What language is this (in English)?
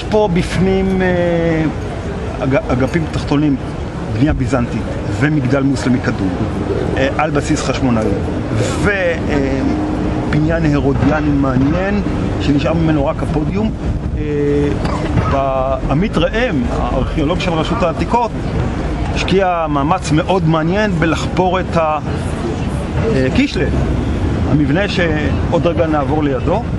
Hebrew